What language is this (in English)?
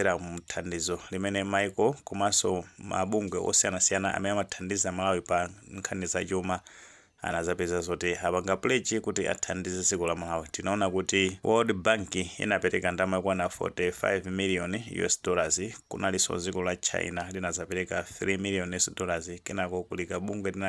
Nyanja